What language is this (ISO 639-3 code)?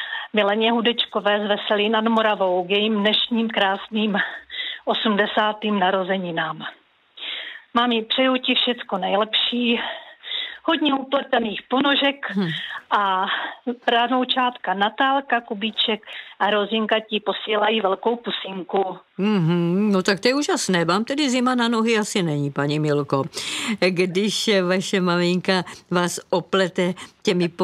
ces